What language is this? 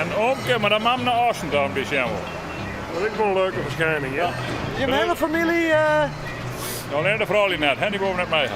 Western Frisian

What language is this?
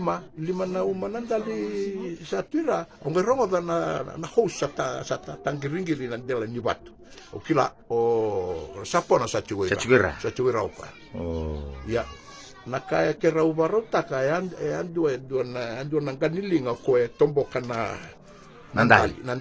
Fijian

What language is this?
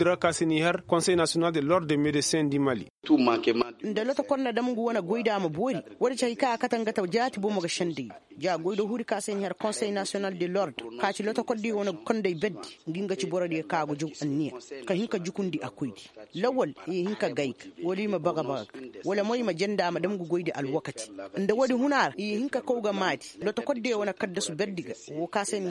Koyraboro Senni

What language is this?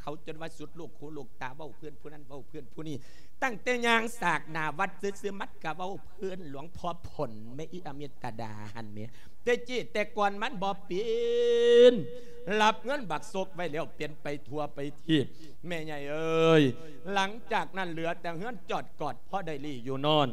Lao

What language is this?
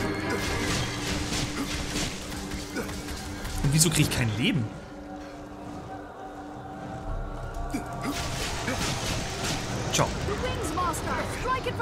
German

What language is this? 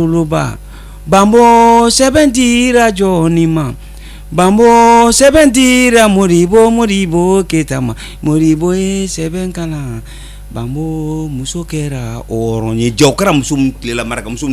Bambara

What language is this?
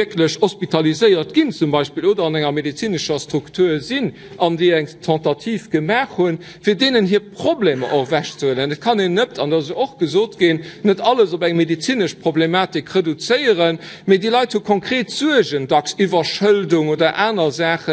Luxembourgish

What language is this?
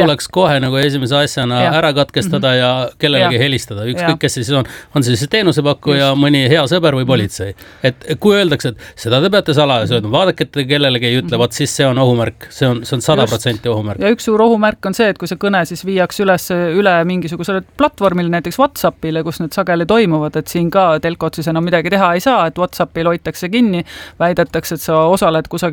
Estonian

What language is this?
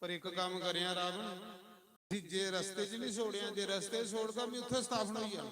Dogri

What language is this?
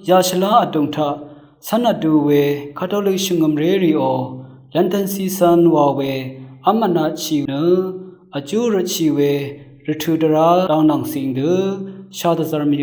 Rawang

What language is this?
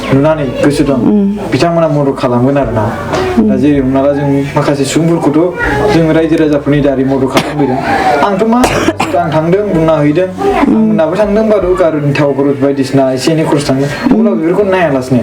Bodo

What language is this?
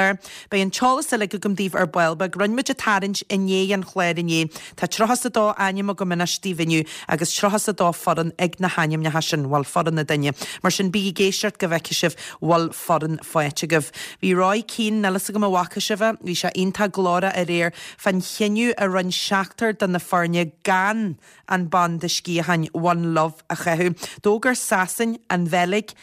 Irish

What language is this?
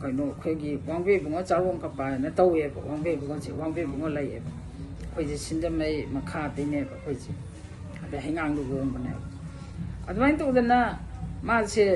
Manipuri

